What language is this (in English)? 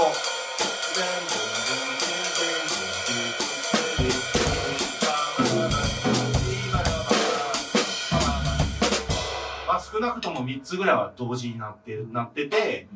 Japanese